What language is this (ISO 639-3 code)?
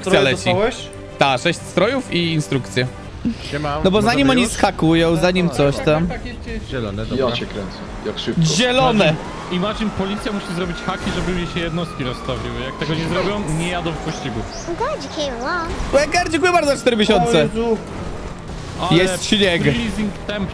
pol